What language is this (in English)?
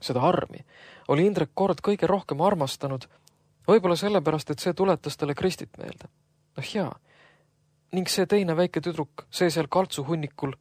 Estonian